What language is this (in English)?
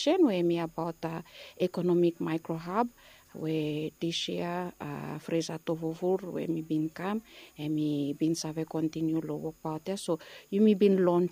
Bislama